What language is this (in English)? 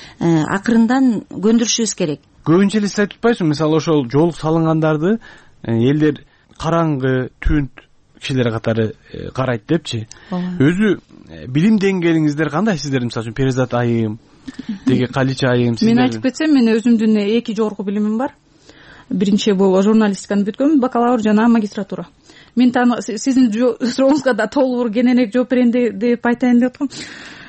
Kyrgyz